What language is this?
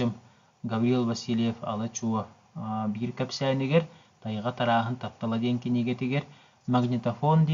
Yakut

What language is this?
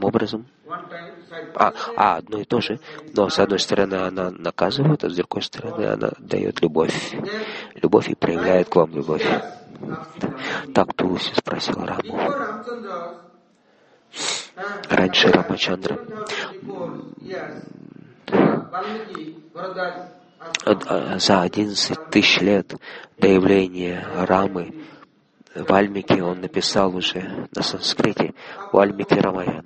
Russian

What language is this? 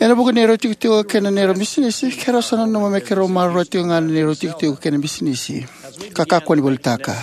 Fijian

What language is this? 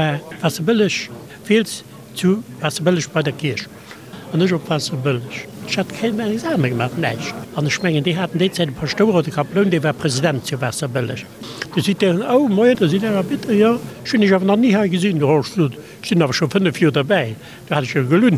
Luxembourgish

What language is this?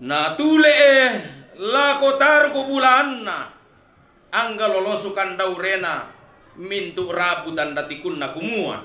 Toraja-Sa'dan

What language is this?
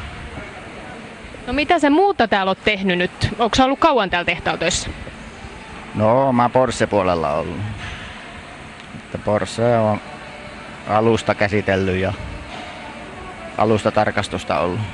Finnish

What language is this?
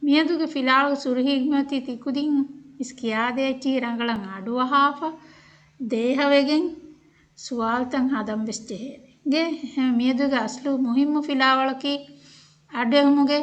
Divehi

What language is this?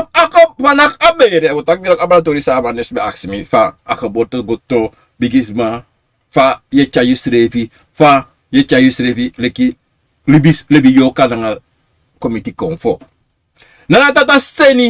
Sranan Tongo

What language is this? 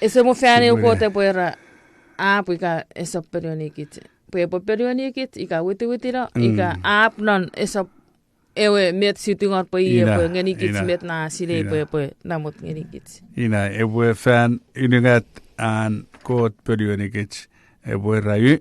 Chuukese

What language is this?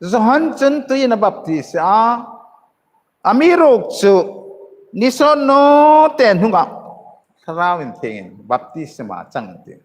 Hmar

